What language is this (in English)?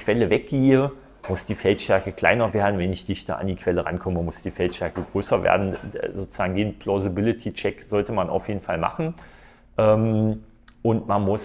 German